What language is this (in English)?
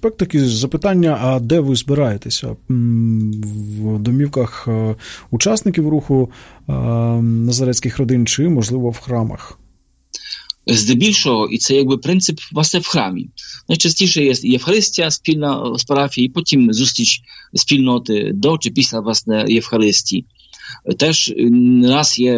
Ukrainian